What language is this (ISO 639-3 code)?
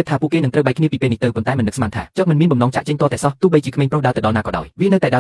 khm